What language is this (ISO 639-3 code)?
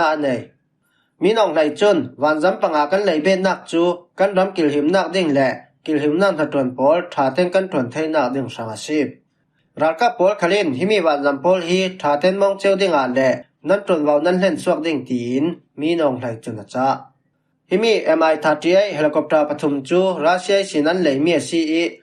cfm